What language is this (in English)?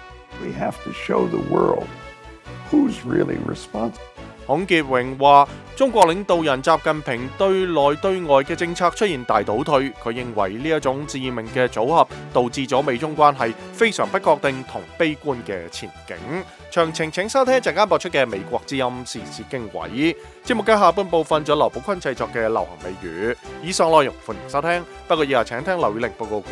Cantonese